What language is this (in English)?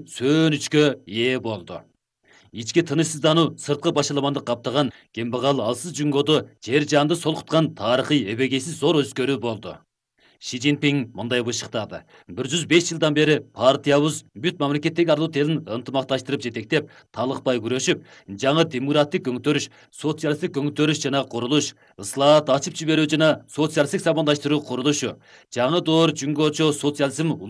Kyrgyz